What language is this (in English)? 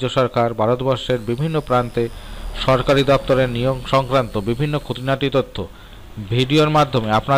Bangla